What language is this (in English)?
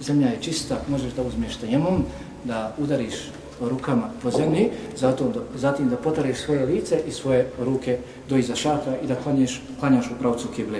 Bosnian